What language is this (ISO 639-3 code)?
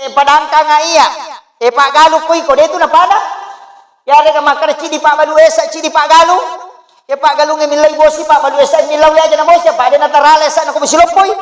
bug